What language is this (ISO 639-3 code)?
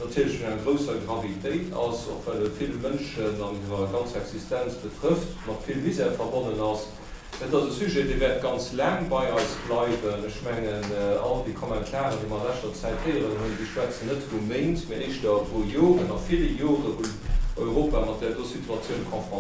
ltz